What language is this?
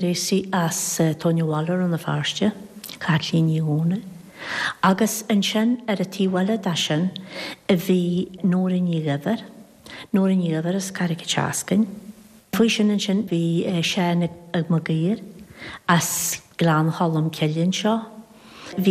Irish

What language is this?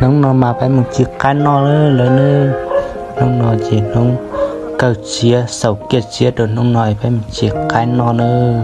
Hmong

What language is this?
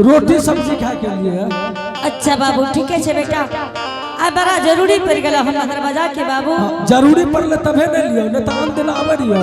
Angika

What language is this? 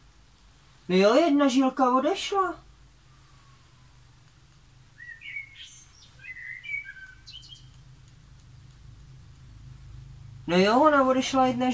Czech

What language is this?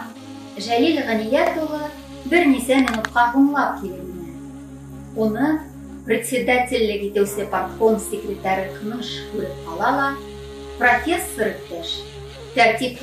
Bashkir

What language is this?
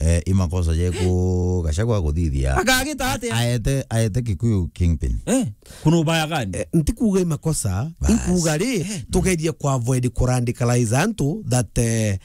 Meru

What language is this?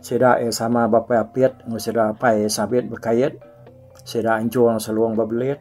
Iban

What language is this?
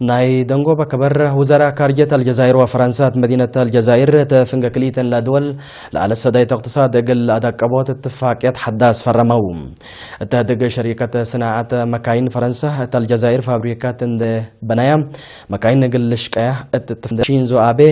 Tigre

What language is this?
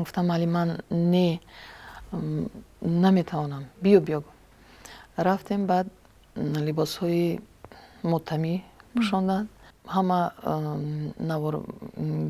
Tajik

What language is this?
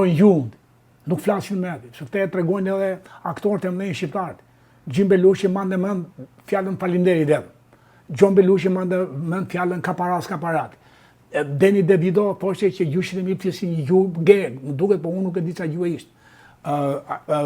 Albanian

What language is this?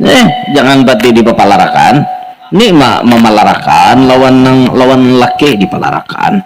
Banjar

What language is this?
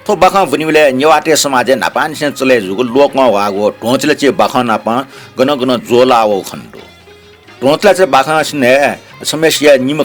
Newari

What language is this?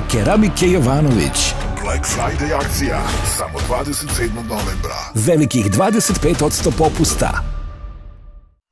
Serbian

